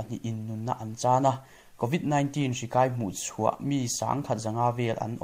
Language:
Mizo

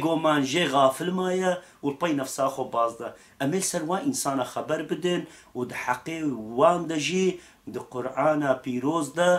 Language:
Kurdish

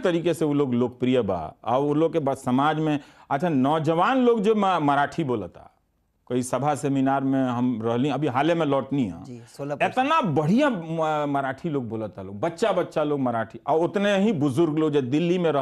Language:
Bhojpuri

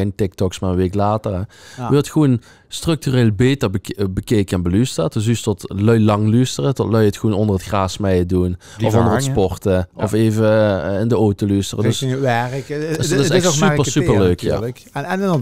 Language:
Limburgish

